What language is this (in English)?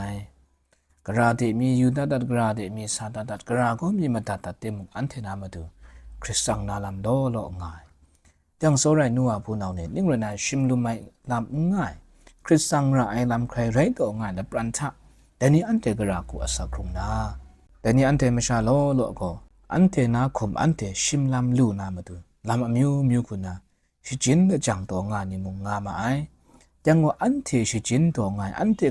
Kachin